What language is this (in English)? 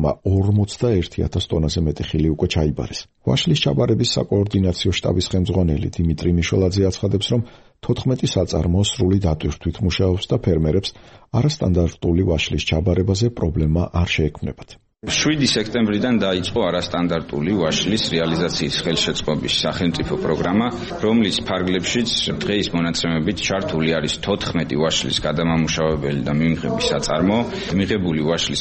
Georgian